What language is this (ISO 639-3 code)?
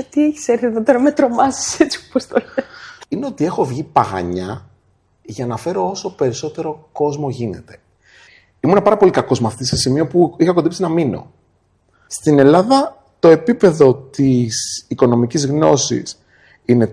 ell